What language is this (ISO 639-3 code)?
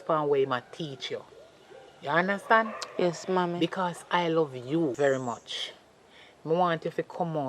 jam